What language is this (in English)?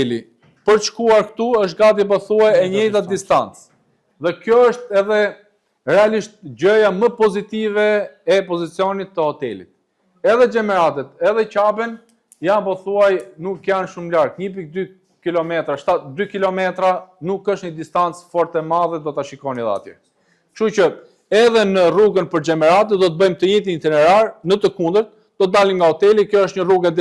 Albanian